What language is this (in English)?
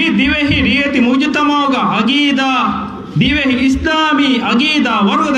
Divehi